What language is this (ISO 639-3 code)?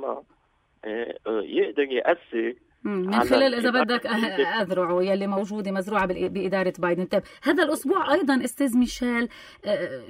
apc